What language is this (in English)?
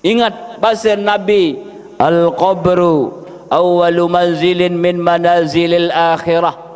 Sasak